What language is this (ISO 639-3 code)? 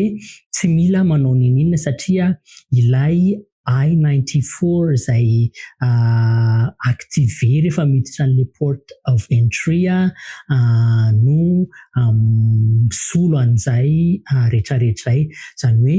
mlg